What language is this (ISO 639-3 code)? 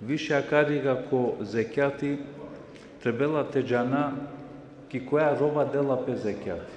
rmn